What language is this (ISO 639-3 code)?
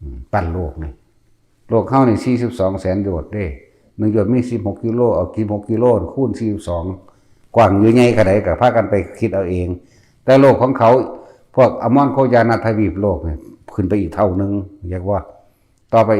tts